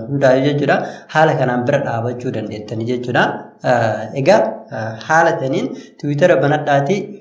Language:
Oromo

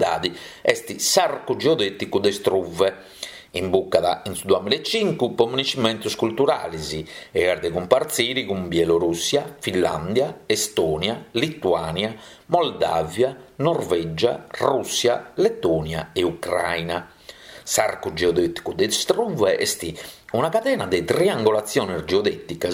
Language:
Sardinian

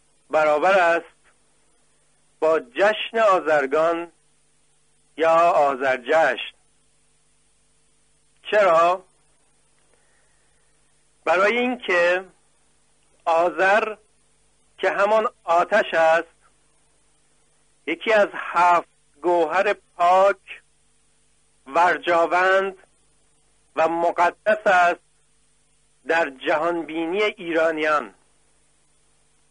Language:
Persian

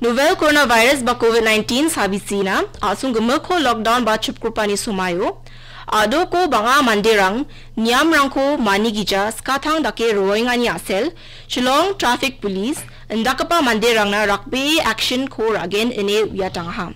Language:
Garo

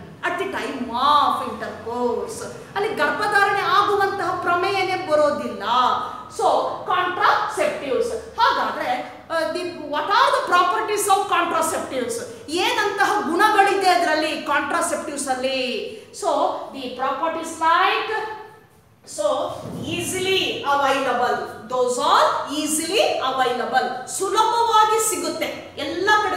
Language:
Kannada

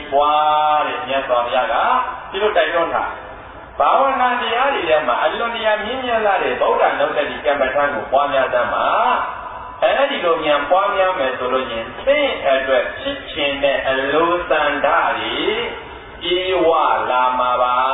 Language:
Burmese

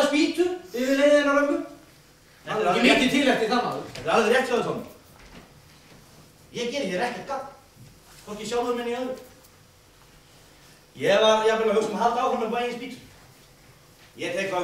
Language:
Icelandic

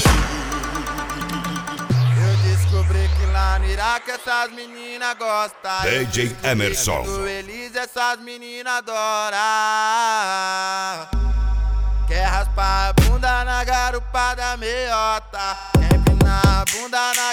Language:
Portuguese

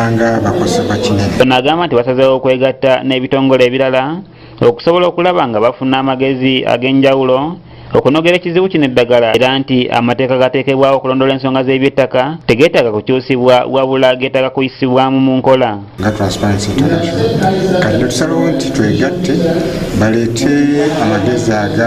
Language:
Ganda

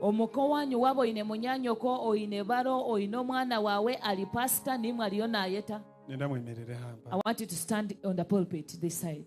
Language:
Nyankole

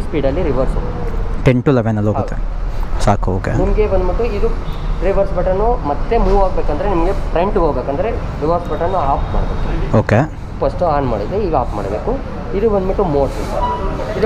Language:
Kannada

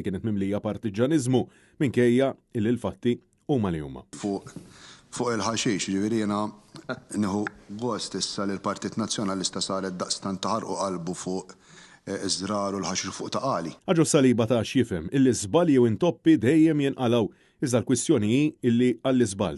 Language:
Maltese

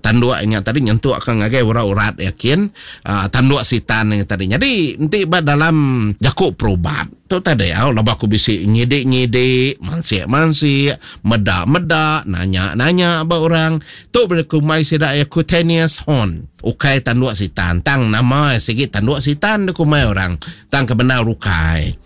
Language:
Iban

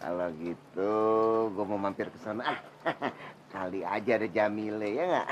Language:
Betawi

